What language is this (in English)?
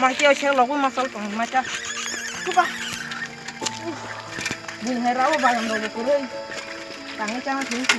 Kok Borok